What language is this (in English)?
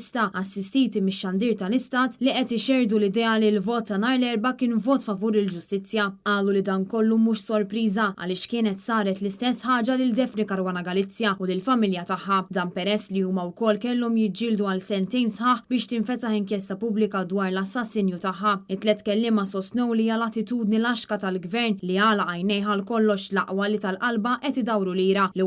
Maltese